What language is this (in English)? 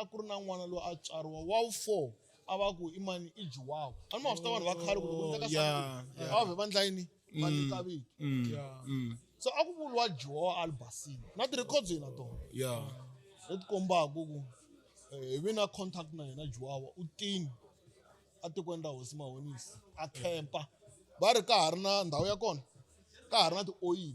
Tsonga